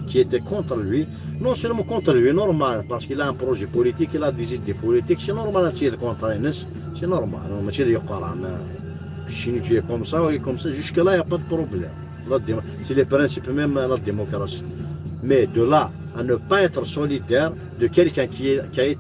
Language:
Kabyle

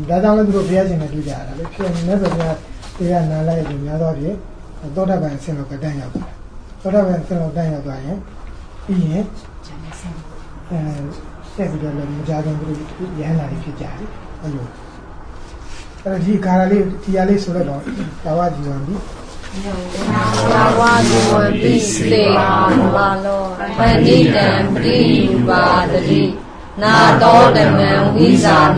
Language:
Burmese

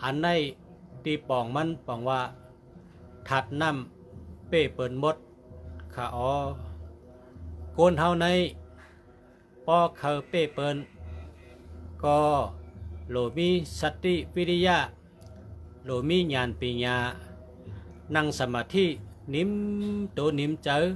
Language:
Shan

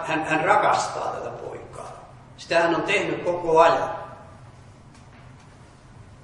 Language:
Finnish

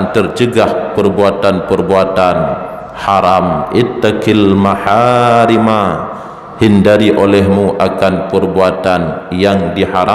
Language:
Achinese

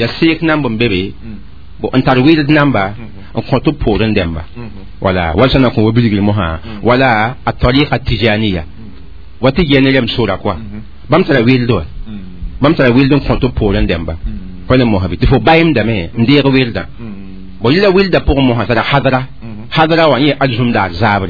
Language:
Mossi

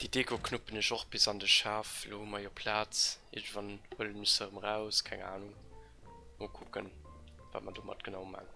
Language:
Luxembourgish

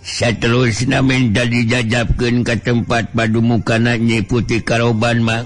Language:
Sundanese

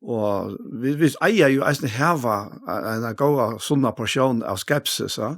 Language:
Faroese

